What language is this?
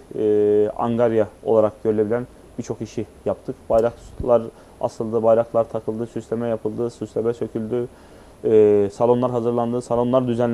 Turkish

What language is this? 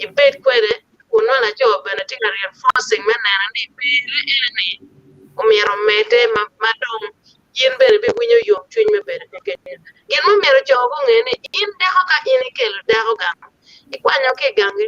Acoli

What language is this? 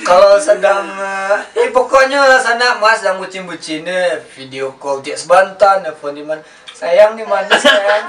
Minangkabau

